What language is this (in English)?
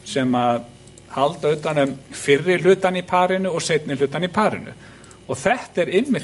Icelandic